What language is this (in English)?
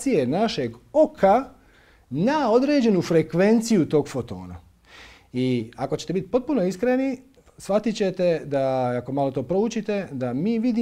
Croatian